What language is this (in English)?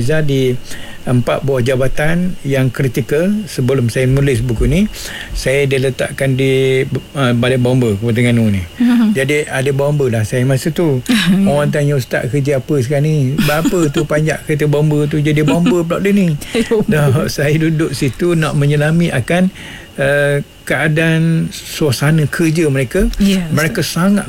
Malay